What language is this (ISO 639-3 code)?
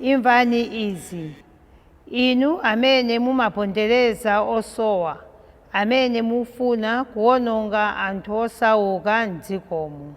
nya